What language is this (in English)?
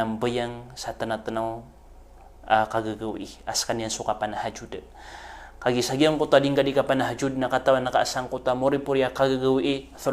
Maranao